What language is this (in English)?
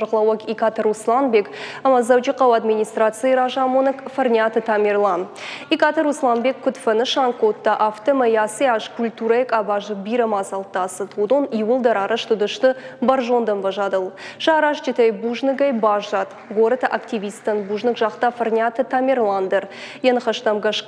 Ossetic